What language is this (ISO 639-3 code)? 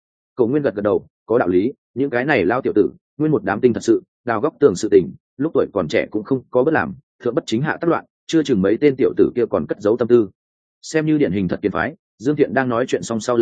vie